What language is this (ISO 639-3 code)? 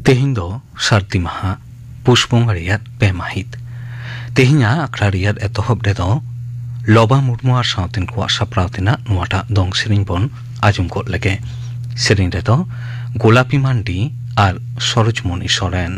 sat